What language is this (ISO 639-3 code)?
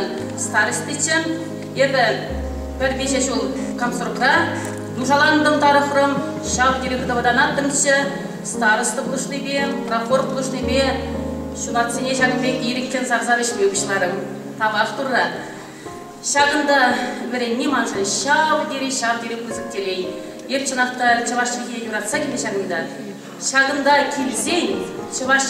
chv